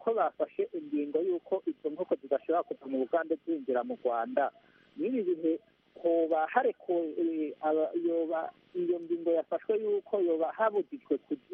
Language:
Kinyarwanda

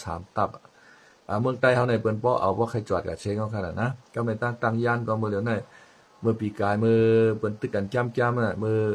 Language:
Shan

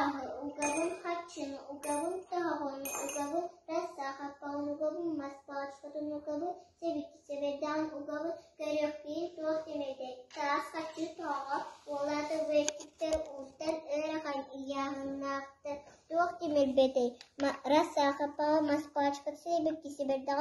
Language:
Yakut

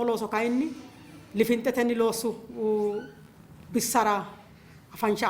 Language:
Sidamo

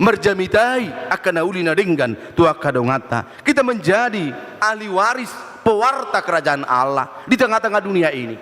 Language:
Batak Toba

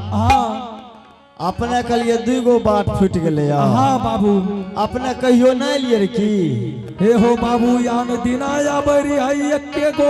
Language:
Angika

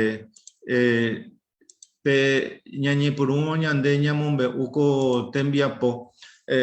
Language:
Guarani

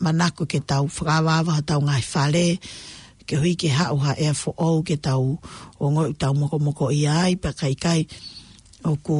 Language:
Tongan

